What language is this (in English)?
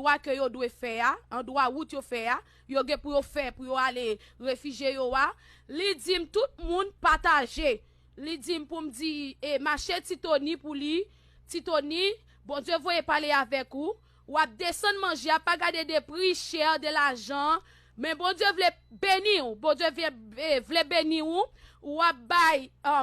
Haitian Creole